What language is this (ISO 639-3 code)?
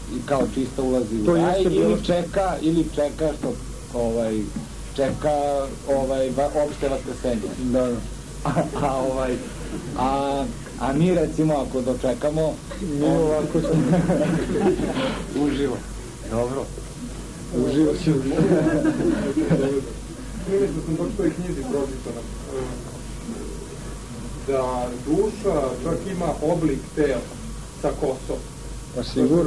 srp